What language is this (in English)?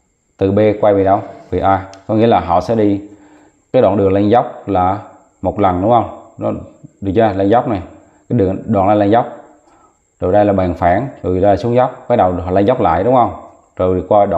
Vietnamese